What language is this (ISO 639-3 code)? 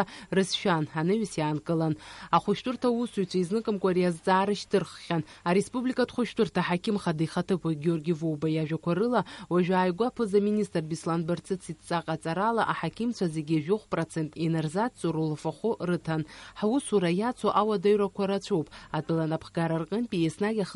abk